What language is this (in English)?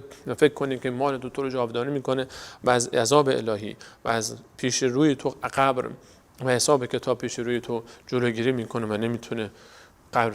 Persian